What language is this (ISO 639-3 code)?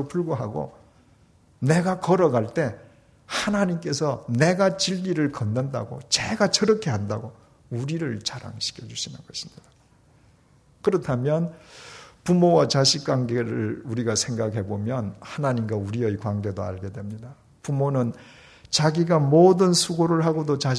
kor